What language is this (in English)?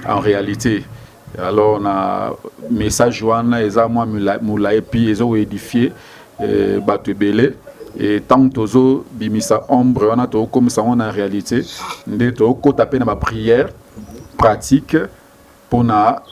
Lingala